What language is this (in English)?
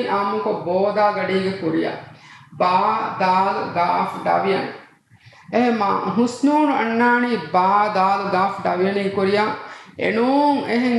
Divehi